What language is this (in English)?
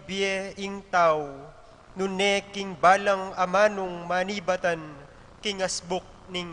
Pampanga